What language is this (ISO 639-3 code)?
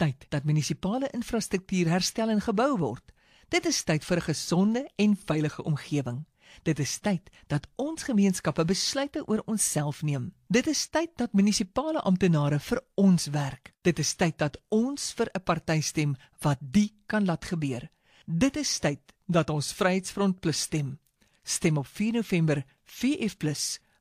afr